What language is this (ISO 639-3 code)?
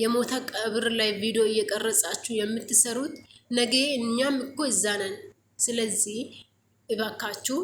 amh